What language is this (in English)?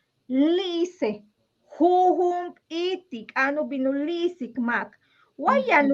Yucateco